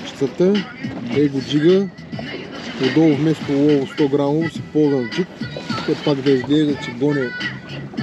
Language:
Bulgarian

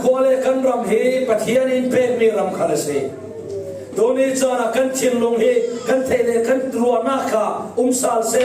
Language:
Falam Chin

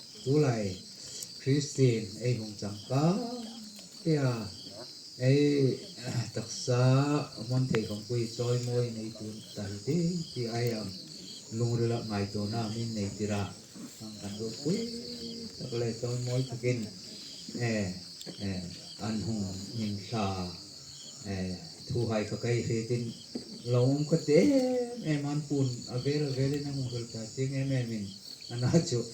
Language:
Hmar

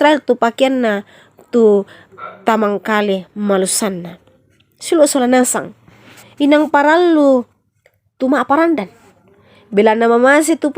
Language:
Toraja-Sa'dan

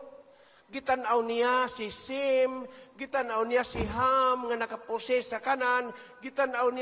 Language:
Cebuano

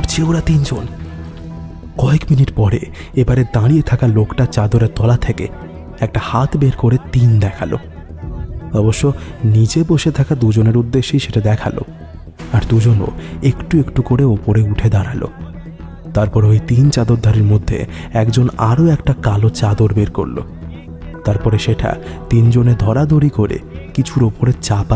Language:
Bangla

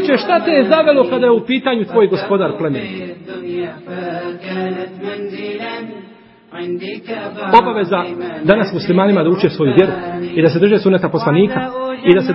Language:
Bosnian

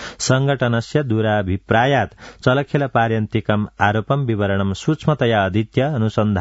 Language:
Sanskrit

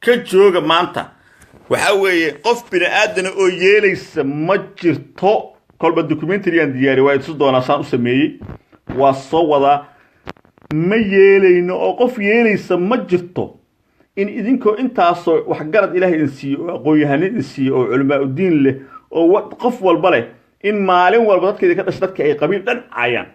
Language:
Somali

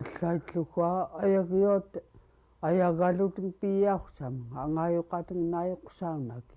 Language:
Central Yupik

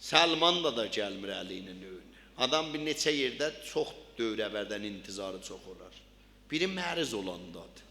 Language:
South Azerbaijani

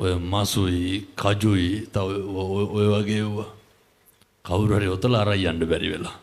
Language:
Sinhala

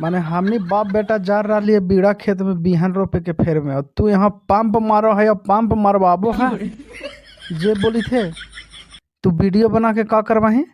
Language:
Magahi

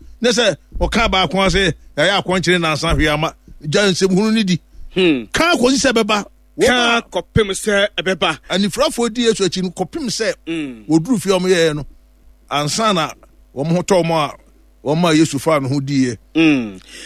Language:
Akan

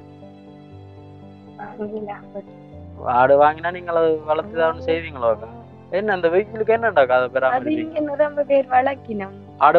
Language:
Tamil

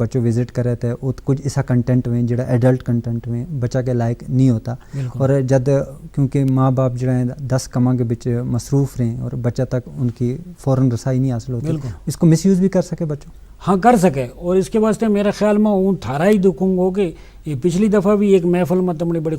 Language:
Gujari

